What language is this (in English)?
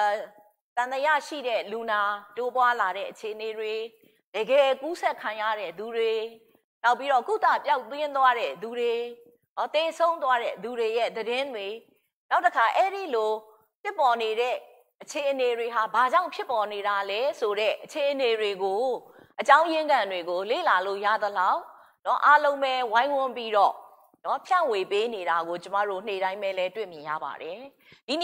Burmese